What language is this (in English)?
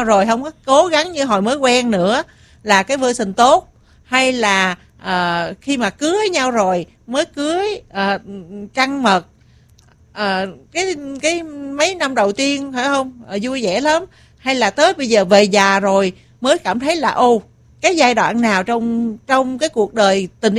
Vietnamese